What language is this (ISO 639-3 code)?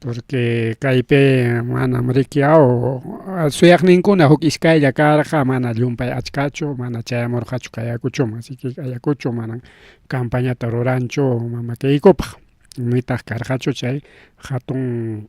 quy